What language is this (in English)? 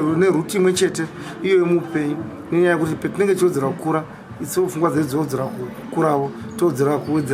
Shona